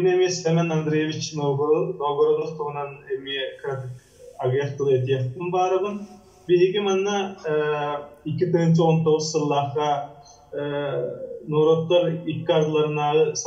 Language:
Yakut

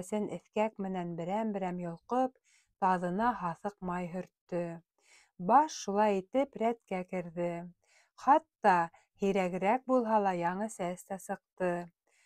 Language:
Bashkir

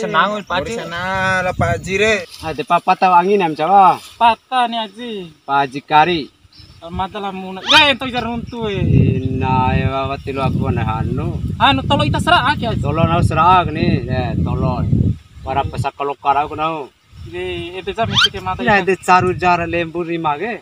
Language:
Bima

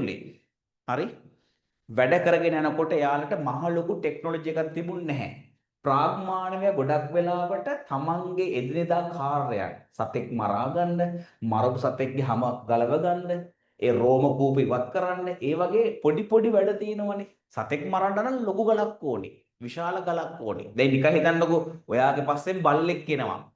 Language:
Sinhala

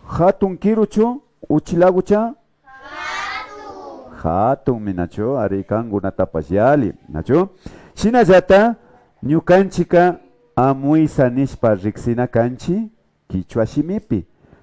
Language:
Imbabura Highland Quichua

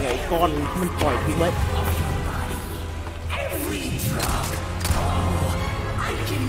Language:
Thai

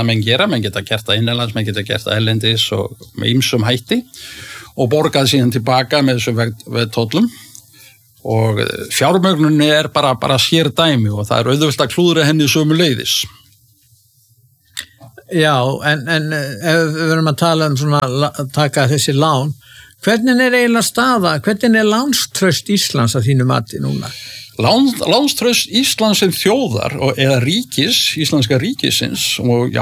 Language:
Icelandic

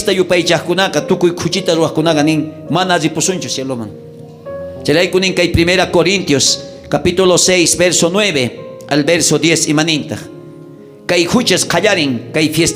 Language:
South Bolivian Quechua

